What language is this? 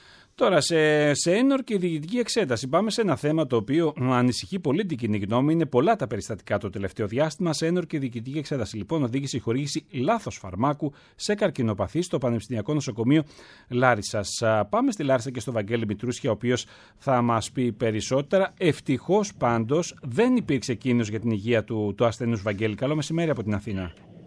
Greek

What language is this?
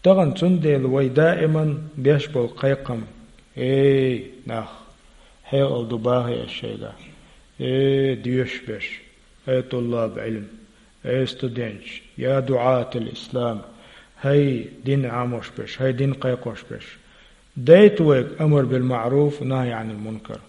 Chechen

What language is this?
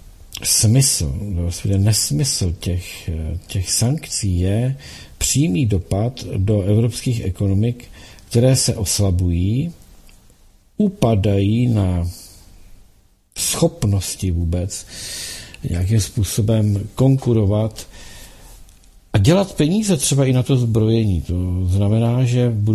Czech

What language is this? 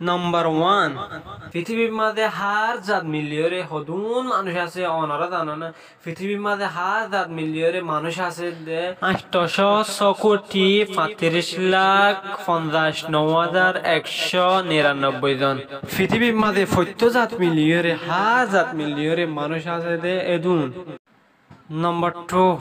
Rohingya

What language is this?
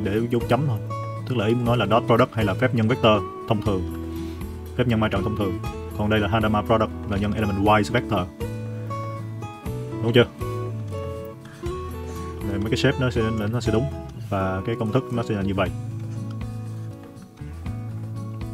Vietnamese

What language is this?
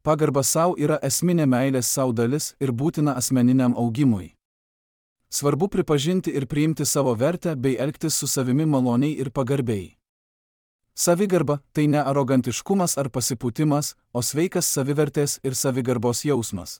Lithuanian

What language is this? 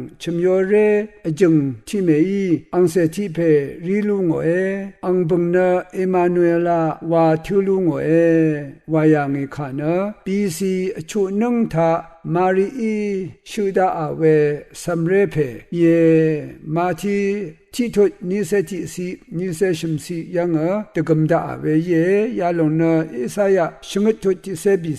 Rawang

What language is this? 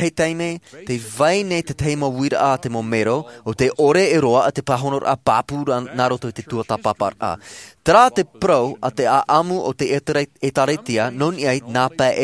Tahitian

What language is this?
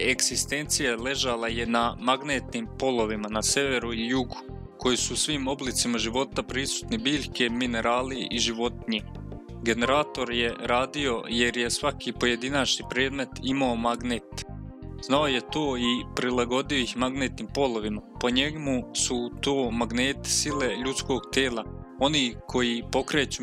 Serbian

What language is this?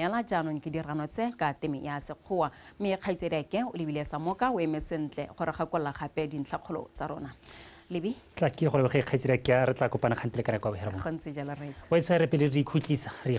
Tswana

